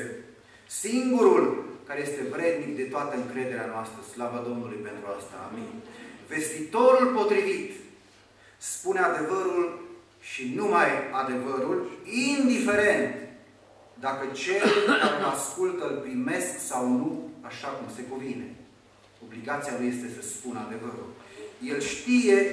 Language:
Romanian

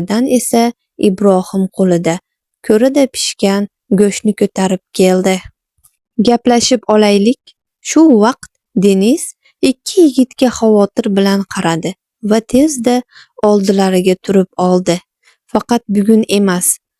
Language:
Uzbek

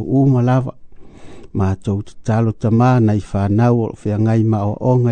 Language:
Samoan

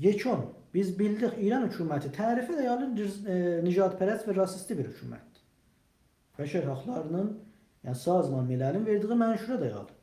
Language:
South Azerbaijani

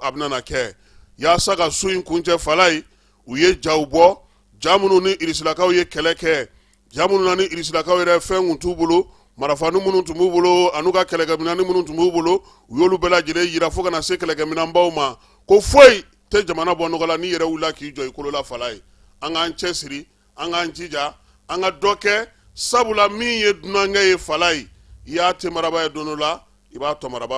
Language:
Bambara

